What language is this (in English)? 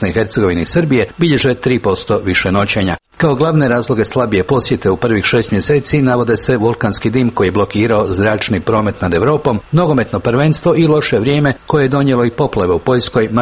Croatian